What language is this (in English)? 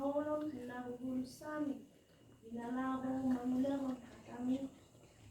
Batak Toba